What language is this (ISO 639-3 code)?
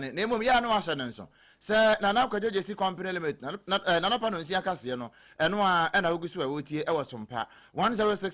aka